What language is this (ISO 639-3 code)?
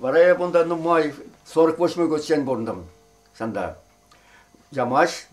chv